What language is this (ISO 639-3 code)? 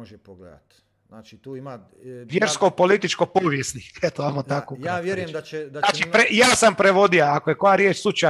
hrv